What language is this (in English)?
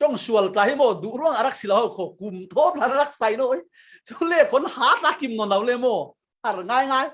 Falam Chin